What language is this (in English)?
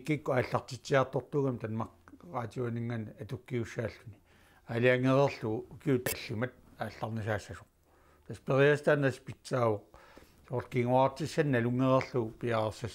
Kalaallisut